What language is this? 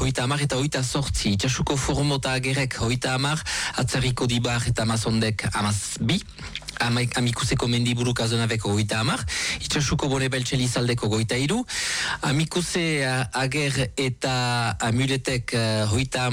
Basque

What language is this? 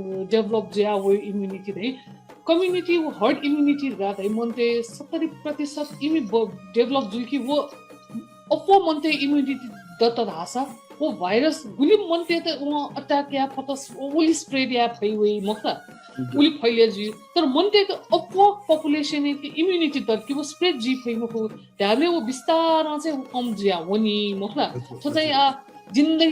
Newari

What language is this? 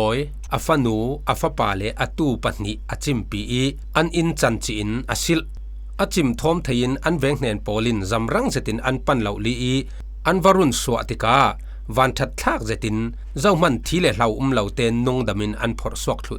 Falam Chin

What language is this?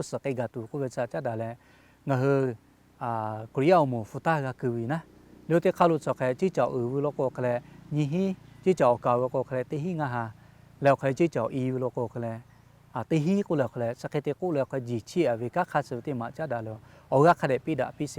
Lahu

